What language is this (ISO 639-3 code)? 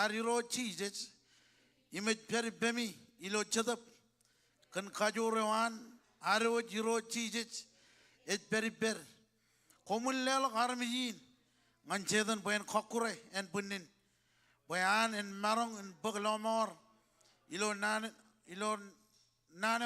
mah